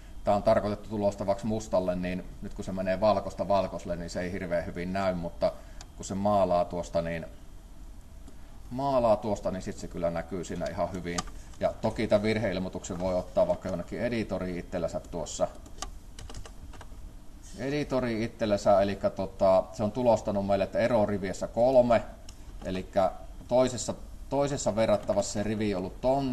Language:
Finnish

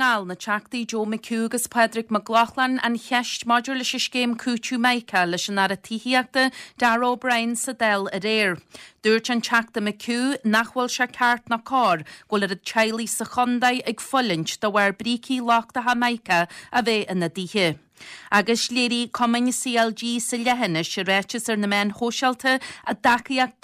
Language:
Irish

